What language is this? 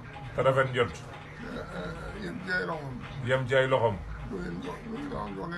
Wolof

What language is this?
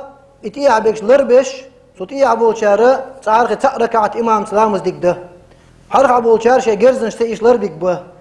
Chechen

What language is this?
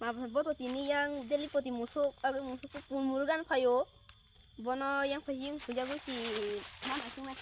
Kok Borok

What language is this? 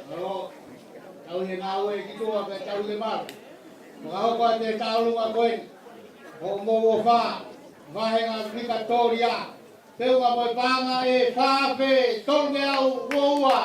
Tongan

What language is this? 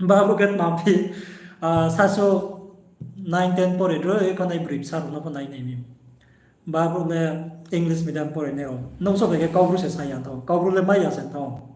Riang (India)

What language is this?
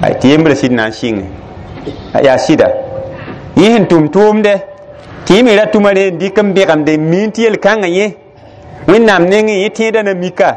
Mossi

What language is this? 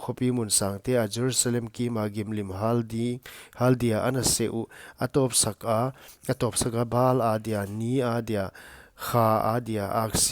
Paite Chin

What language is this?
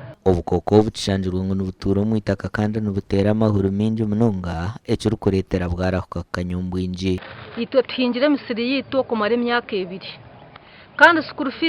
Nyankole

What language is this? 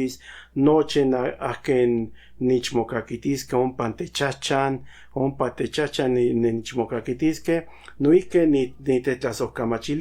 Central Nahuatl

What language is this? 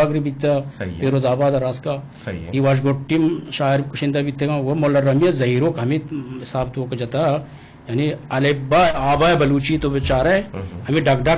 Eastern Balochi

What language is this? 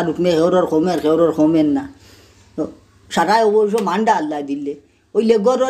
Sylheti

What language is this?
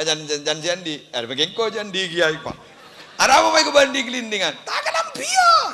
Madurese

